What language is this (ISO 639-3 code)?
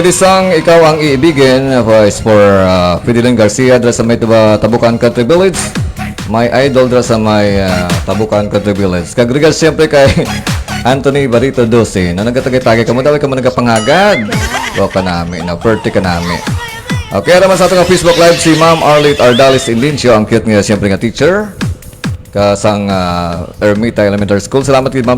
hil